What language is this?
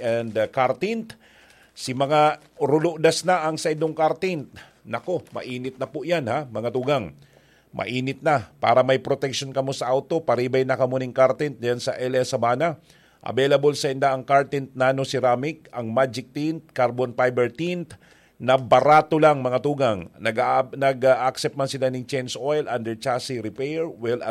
Bikol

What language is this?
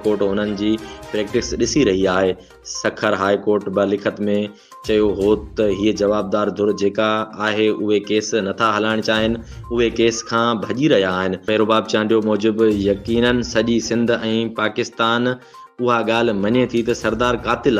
Sindhi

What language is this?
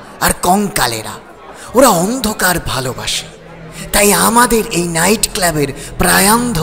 Bangla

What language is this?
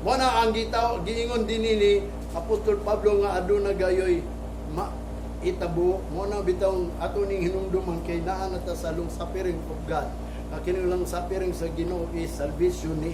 Cebuano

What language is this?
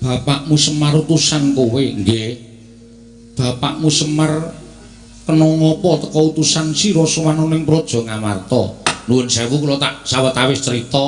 Javanese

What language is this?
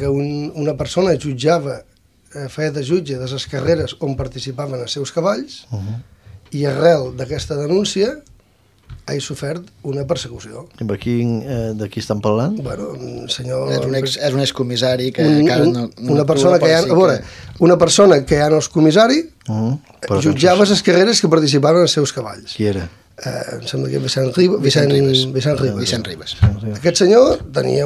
Catalan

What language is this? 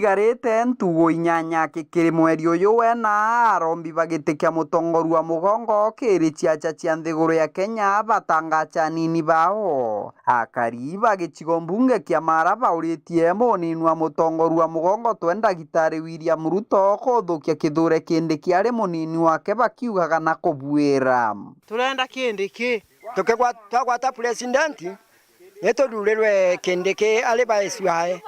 Meru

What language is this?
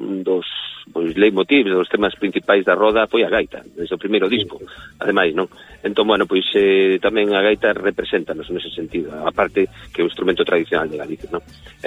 Galician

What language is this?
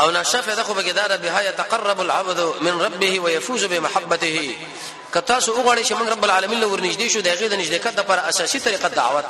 Pashto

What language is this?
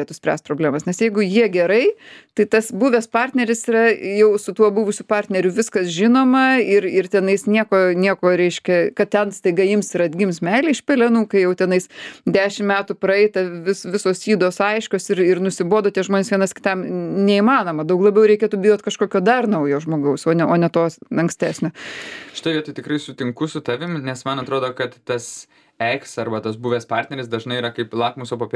Lithuanian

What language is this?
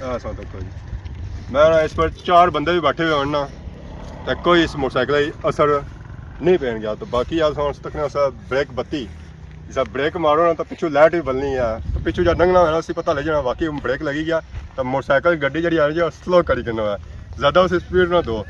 Pahari-Potwari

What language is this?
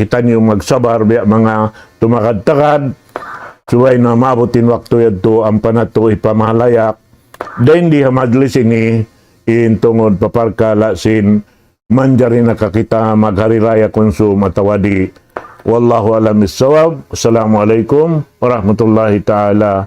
Tausug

